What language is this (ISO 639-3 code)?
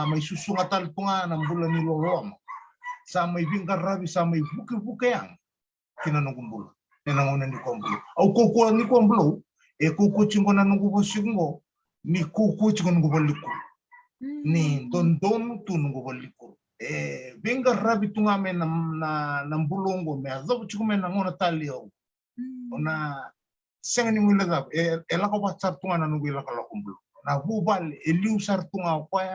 fij